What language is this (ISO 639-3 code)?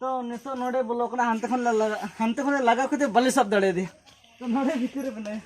sat